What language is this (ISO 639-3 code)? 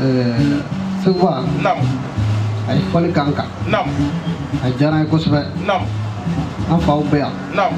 bam